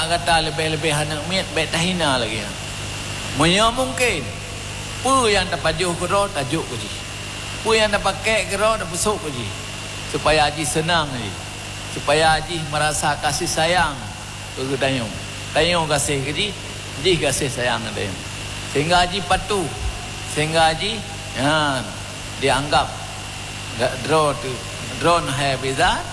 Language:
Achinese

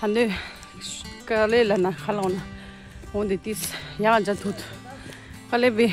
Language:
Tibetan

